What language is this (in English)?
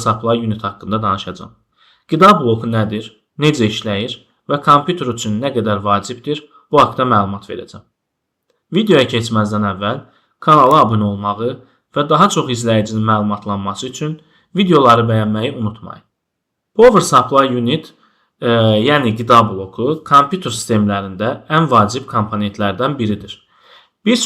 Azerbaijani